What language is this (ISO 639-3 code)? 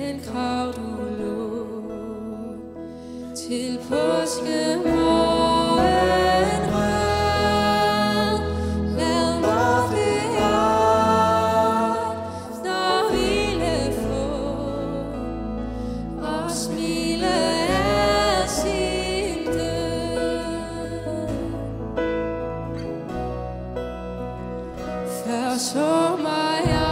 dan